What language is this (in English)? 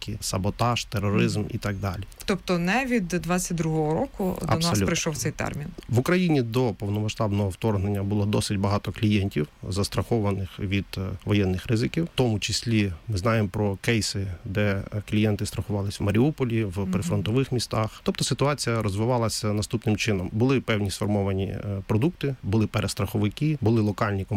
Ukrainian